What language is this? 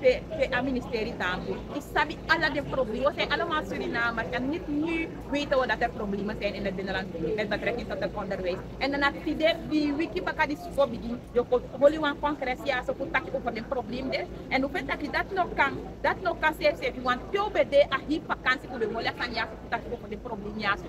Sranan Tongo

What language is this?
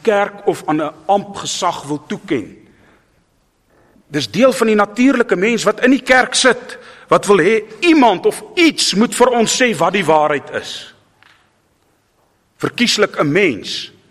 Afrikaans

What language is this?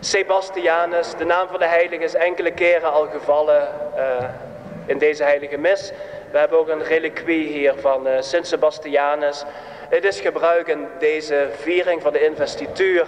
Limburgish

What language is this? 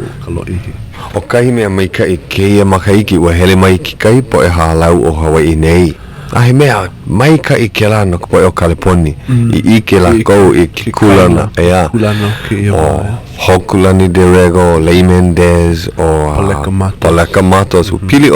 Hawaiian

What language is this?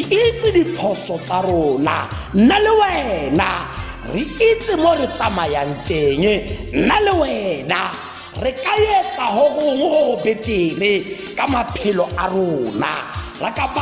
Tswana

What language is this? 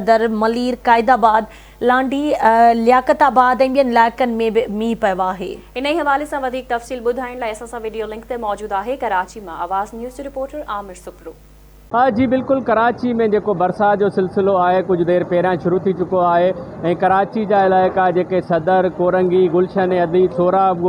Sindhi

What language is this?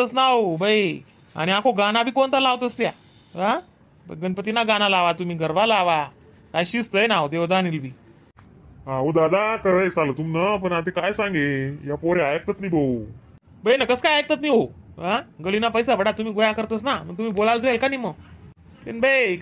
Khandesi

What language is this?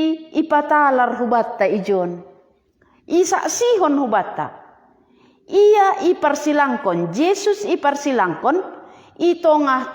Batak Simalungun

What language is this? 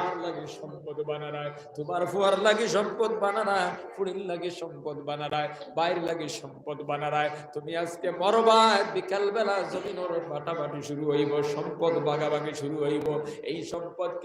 Sylheti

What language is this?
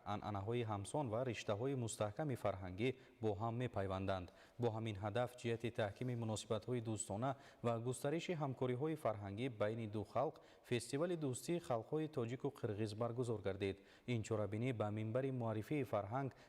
Tajik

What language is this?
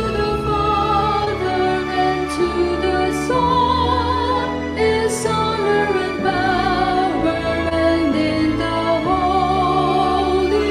Ewe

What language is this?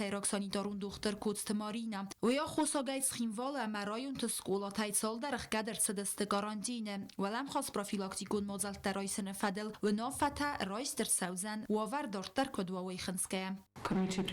Ossetic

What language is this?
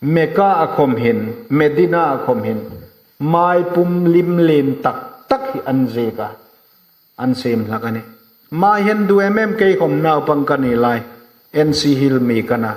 Hmar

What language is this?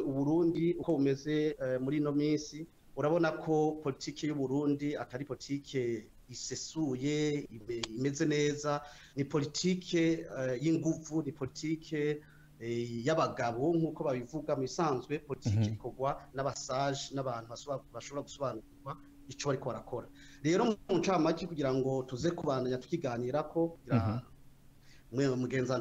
Rundi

